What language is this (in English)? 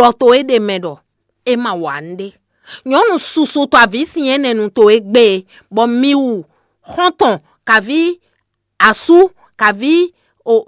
Fon